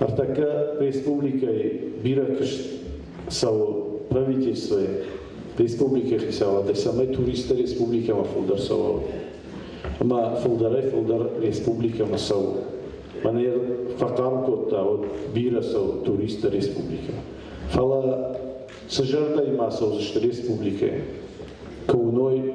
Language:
Ossetic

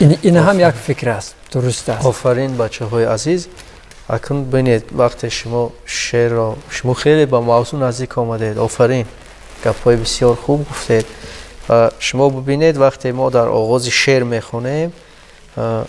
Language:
Tajik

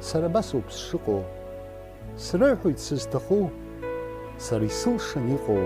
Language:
Abkhazian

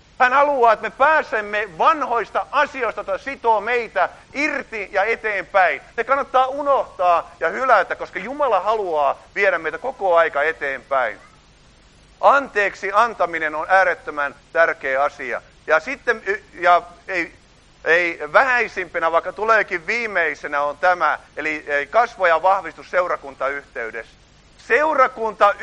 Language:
Finnish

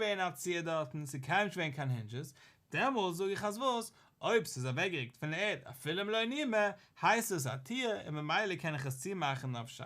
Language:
Yiddish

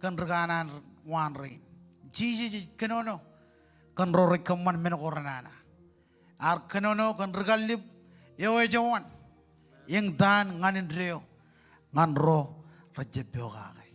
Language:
Marshallese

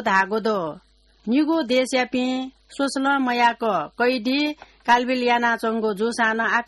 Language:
Newari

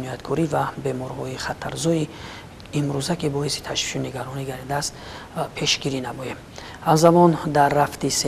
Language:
Tajik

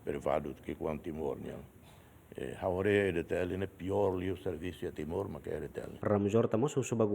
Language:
Tetum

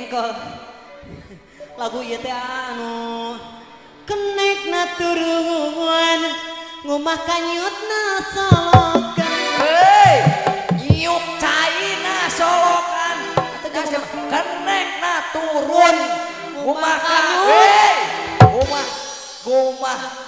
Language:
Sundanese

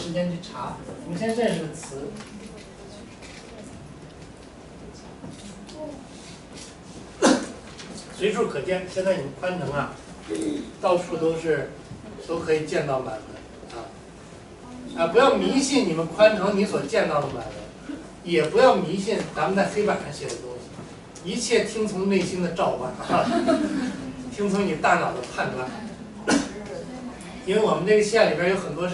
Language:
Chinese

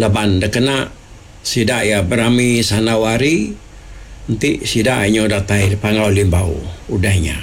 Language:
Iban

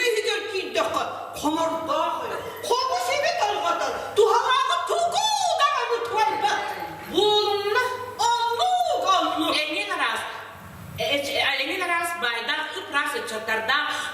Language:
Yakut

